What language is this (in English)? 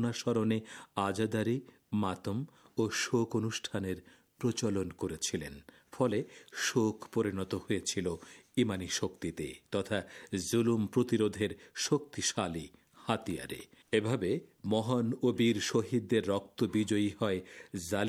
Bangla